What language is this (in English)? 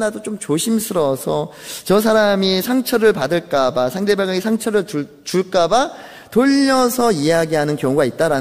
Korean